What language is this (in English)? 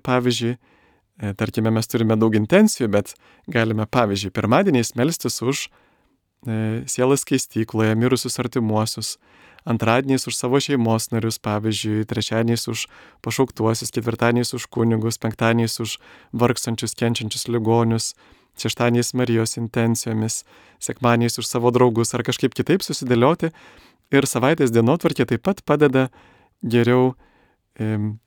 Lithuanian